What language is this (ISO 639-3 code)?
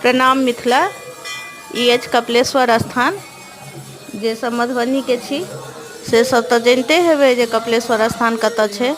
mai